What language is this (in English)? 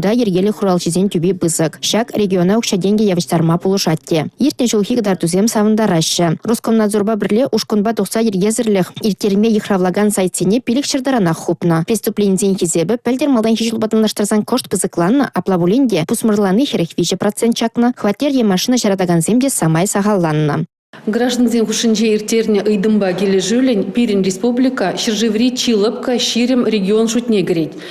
Chuvash